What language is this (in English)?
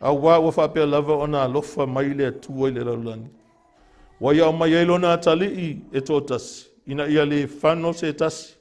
Samoan